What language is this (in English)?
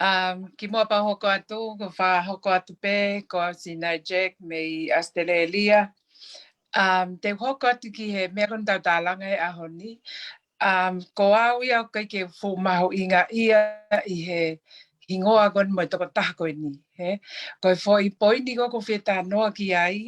Tongan